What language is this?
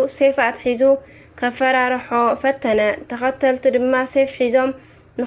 Tigrinya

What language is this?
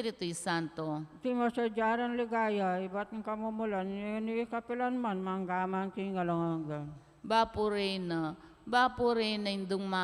Pampanga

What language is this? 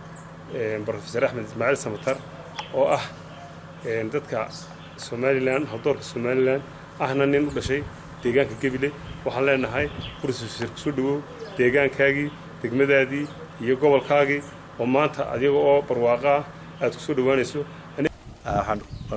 Somali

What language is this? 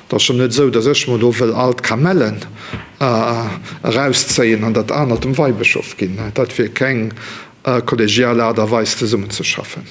Luxembourgish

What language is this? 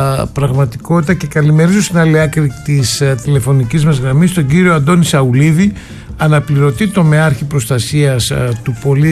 Greek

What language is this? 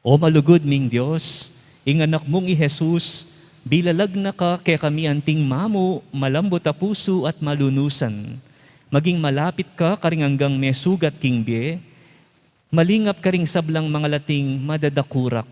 Pampanga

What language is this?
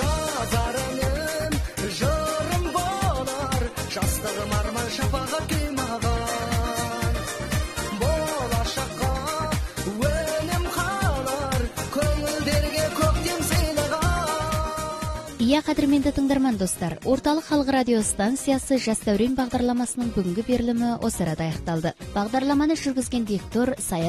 Kazakh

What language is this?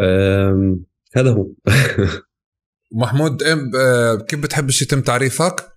North Levantine Arabic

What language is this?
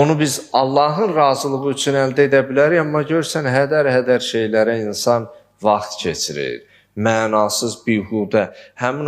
Azerbaijani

